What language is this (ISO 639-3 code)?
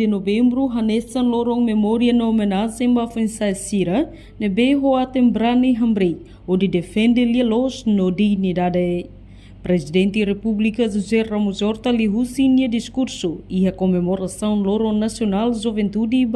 tet